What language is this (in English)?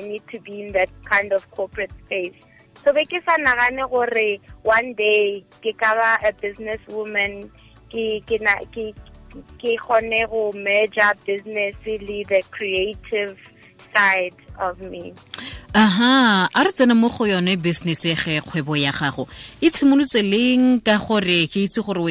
Tswana